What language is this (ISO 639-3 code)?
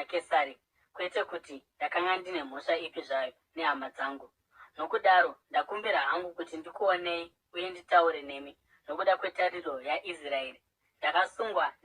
sna